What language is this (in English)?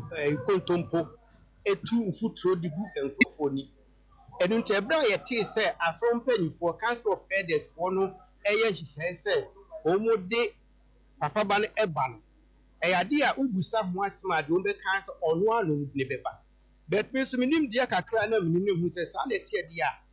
Akan